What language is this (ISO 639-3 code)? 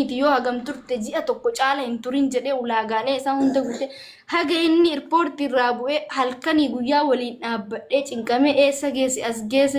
orm